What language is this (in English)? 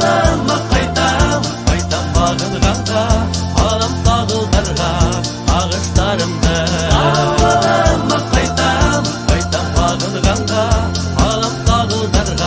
Bashkir